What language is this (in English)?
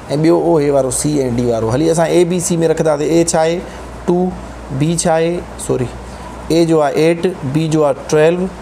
Sindhi